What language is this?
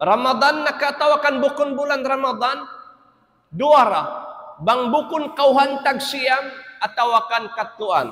Tausug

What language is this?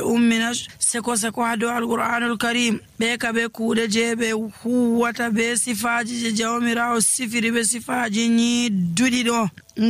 Nigerian Fulfulde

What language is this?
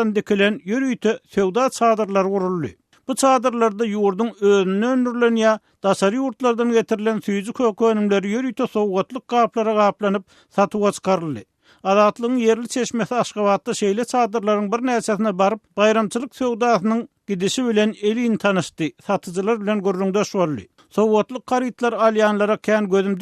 Turkmen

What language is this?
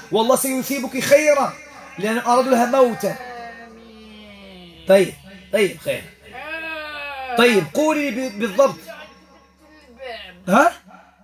Arabic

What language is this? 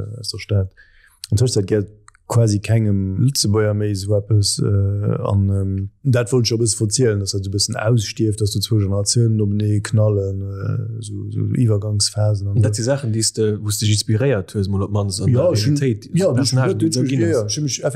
Luxembourgish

